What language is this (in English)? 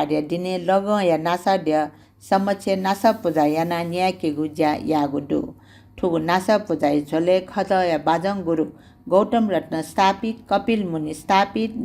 Newari